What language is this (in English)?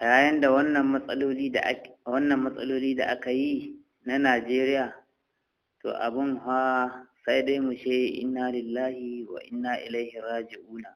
Hausa